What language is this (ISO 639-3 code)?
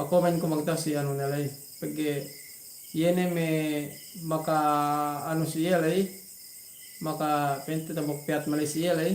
yka